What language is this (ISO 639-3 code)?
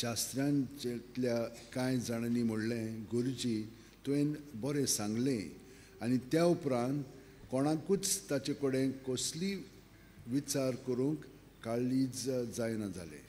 kok